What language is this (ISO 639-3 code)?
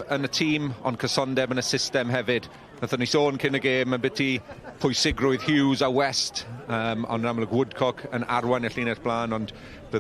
cym